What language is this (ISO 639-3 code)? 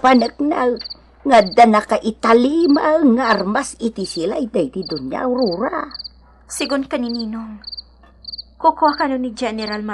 ilo